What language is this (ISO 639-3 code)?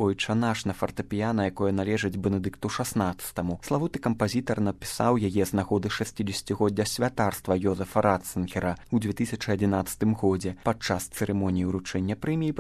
bel